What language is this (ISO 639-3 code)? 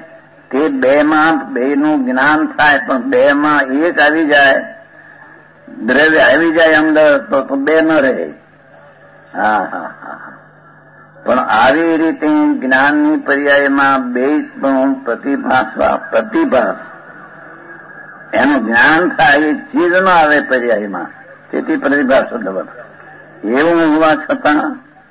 guj